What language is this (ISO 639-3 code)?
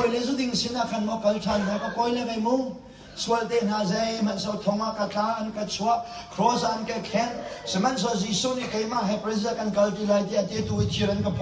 cnh